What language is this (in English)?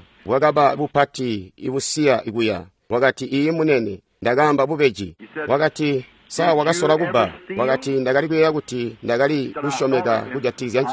Tonga (Zambia)